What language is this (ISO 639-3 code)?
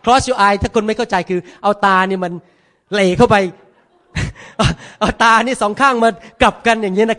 tha